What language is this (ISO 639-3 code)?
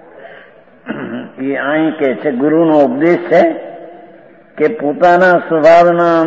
guj